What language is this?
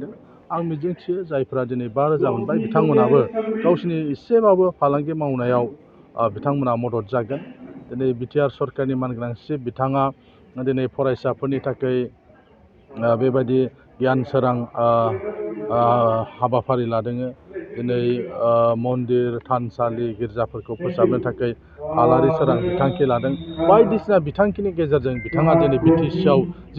Bodo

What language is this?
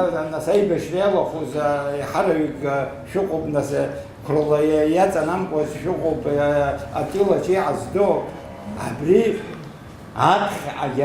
Abkhazian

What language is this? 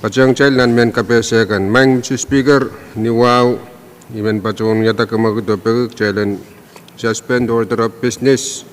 Pohnpeian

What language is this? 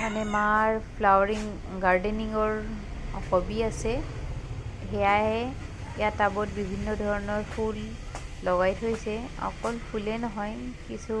Assamese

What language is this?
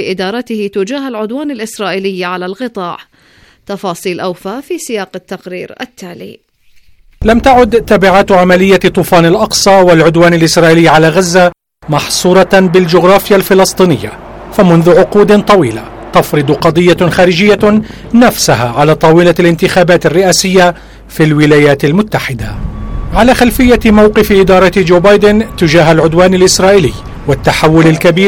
Arabic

